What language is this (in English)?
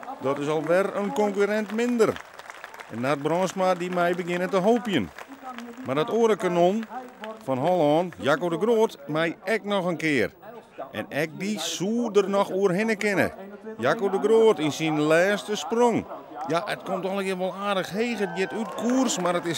Western Frisian